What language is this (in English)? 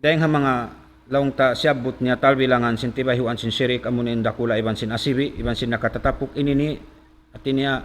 Tausug